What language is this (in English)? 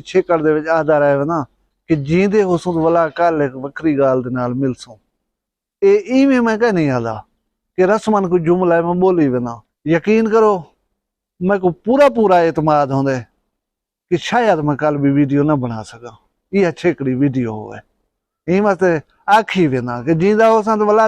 Saraiki